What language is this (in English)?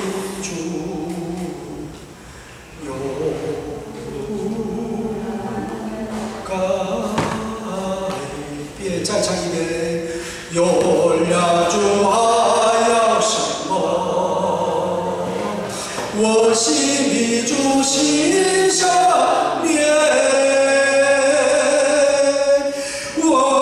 Chinese